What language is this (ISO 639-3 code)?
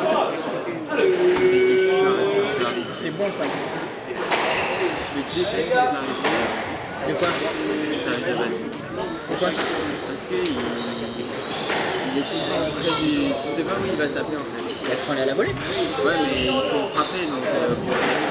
fra